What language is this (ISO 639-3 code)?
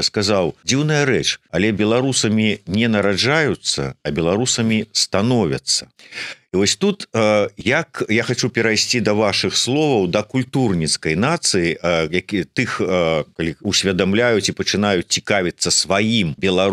bel